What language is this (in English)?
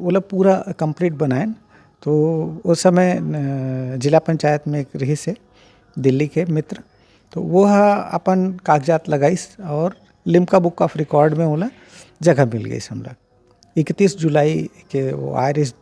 Chhattisgarhi